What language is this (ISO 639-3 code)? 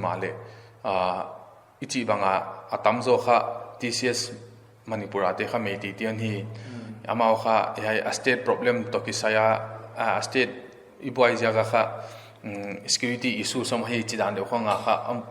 pck